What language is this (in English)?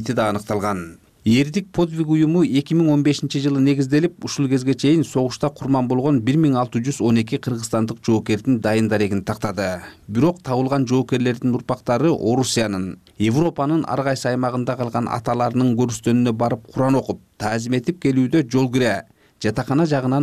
Kyrgyz